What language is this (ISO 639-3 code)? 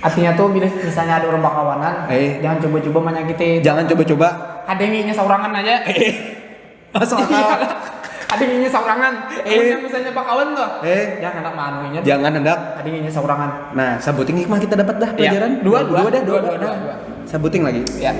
bjn